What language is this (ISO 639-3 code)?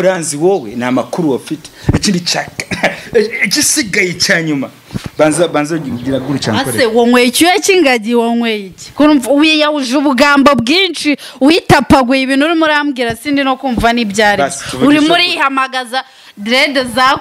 kin